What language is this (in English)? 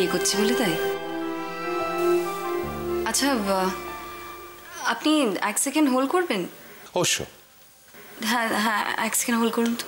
Bangla